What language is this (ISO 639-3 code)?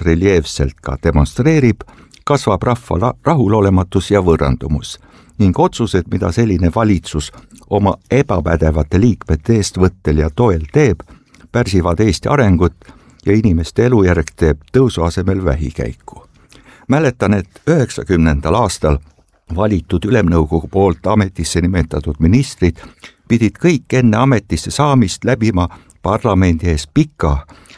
est